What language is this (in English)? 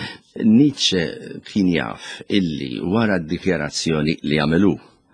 Maltese